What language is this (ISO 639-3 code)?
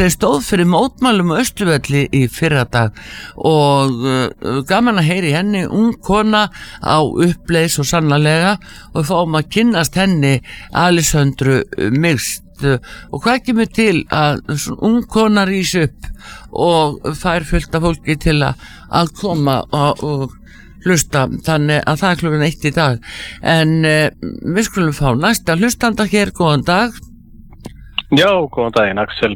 isl